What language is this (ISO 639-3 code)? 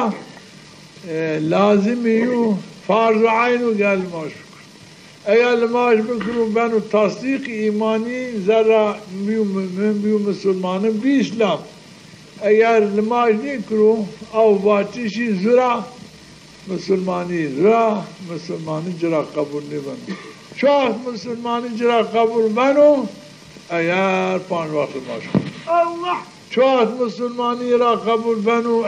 zza